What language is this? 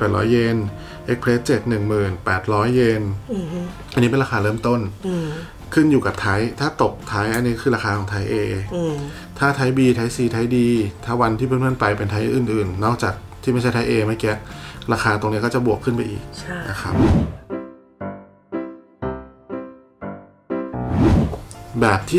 Thai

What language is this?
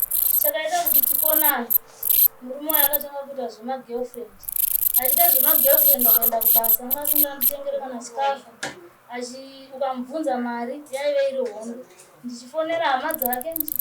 Shona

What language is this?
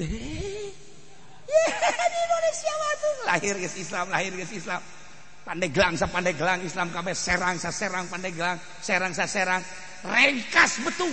Sundanese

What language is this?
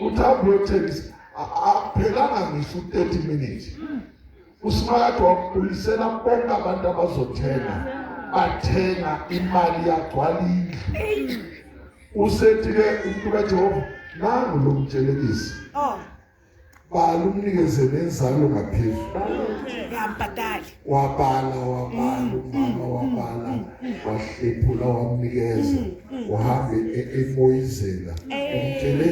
Zulu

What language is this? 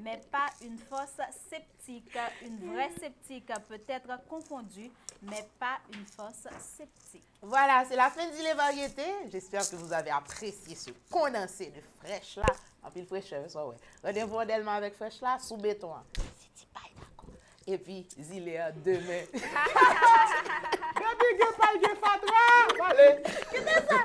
Haitian Creole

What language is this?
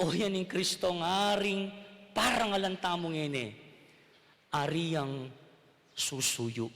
Pampanga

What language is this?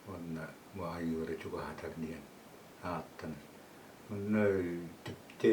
Yakut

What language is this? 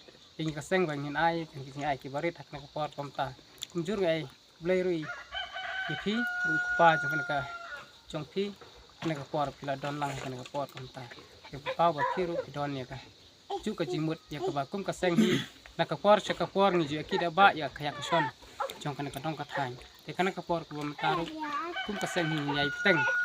Khasi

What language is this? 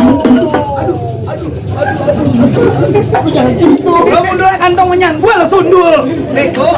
Betawi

